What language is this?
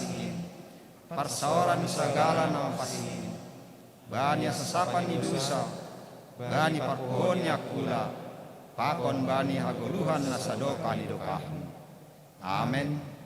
Batak Simalungun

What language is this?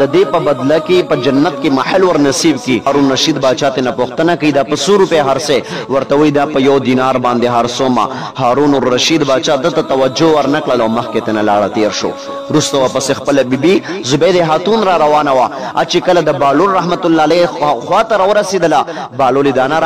Pashto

